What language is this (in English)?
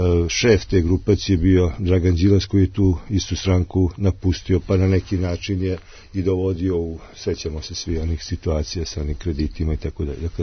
Serbian